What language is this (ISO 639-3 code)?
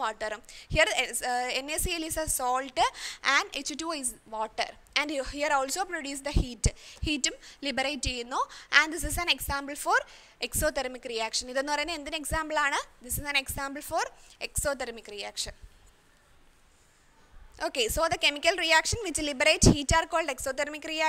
mal